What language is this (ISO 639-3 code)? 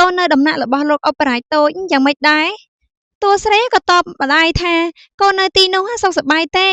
khm